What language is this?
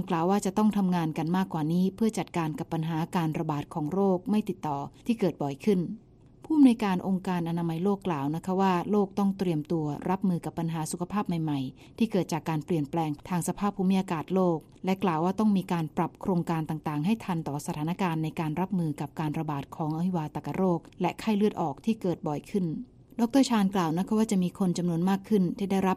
Thai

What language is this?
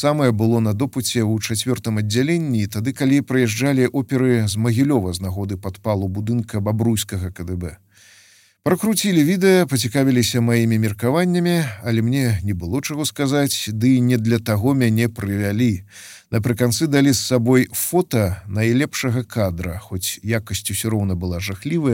Belarusian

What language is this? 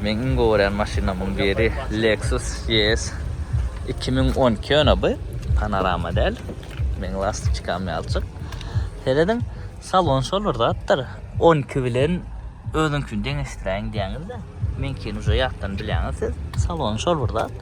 Turkmen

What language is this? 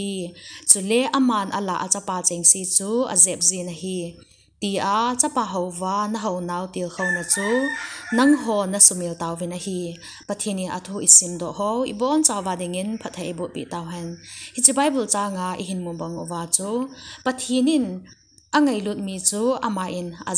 Thado Chin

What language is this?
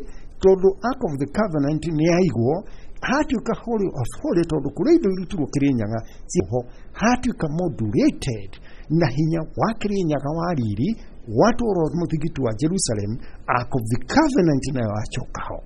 Kikuyu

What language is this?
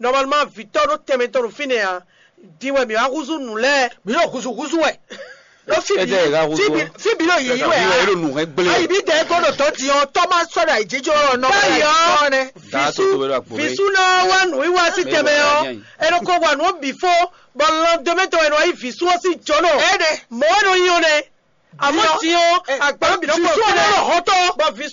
Fon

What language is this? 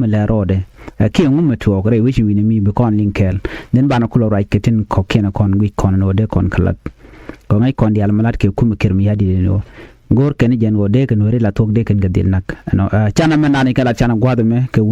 Nuer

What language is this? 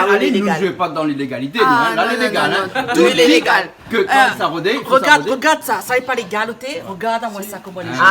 Réunion Creole French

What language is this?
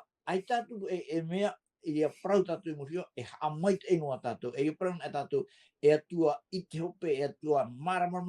Tahitian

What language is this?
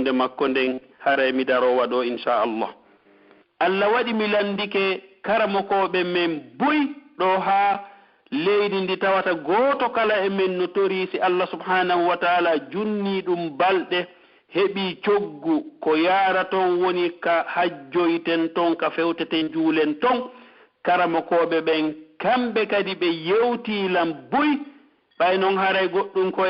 Pular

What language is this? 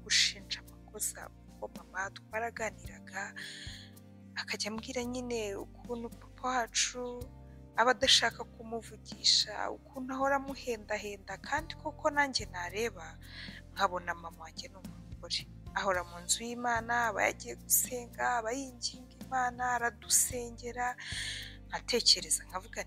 Kinyarwanda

